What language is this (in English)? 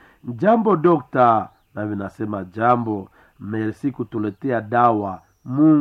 Swahili